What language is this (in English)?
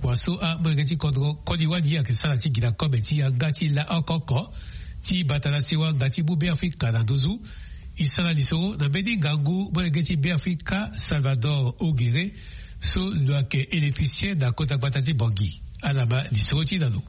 Sango